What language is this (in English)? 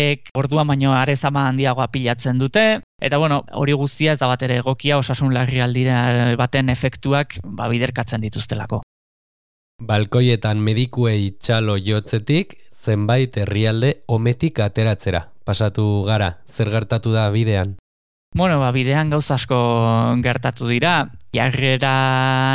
Basque